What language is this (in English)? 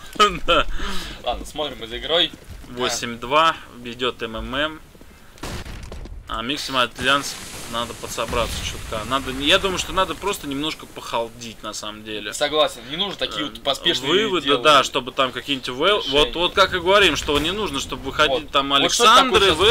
Russian